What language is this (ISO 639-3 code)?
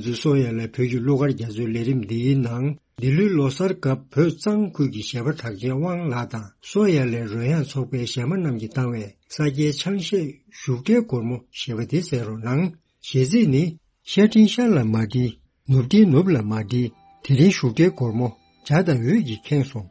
bod